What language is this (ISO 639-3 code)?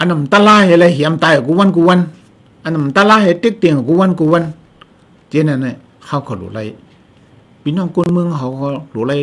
shn